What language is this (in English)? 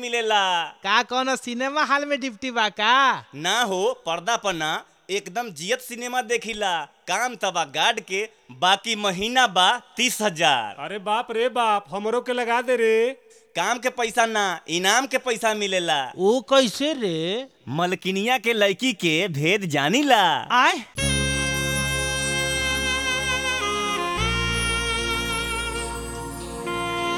Bhojpuri